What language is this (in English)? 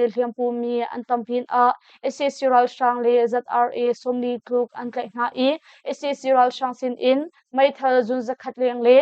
Hakha Chin